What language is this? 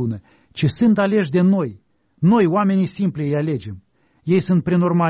Romanian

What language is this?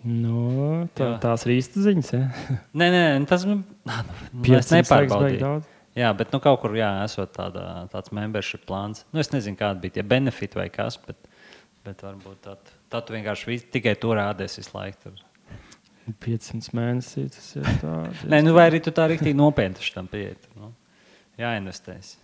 Latvian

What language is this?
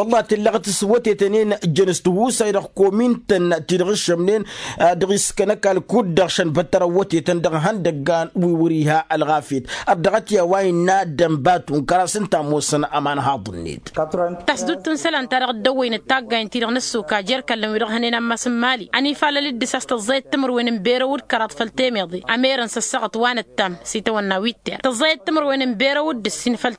Tamasheq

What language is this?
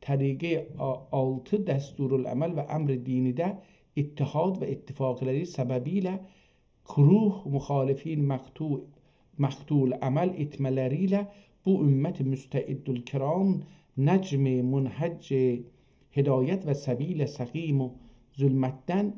South Azerbaijani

